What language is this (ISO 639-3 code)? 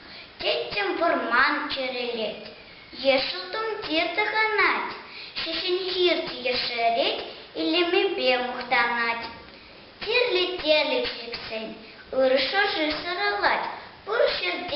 chv